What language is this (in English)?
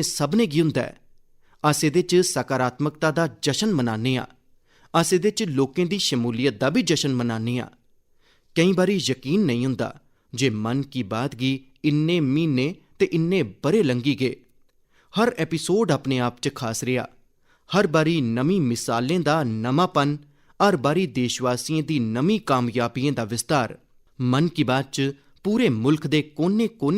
Dogri